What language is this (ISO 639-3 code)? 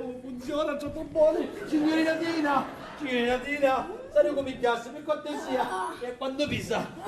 scn